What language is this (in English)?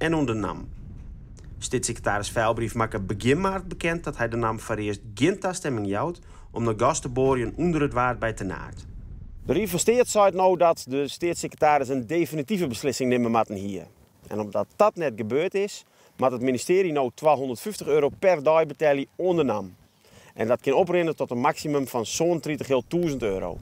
Western Frisian